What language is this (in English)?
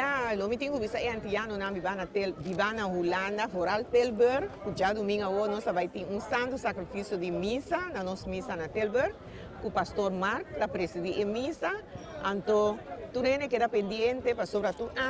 Papiamento